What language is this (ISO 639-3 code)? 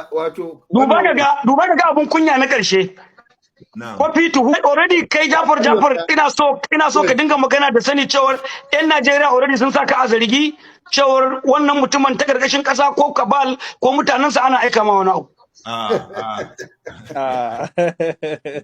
hau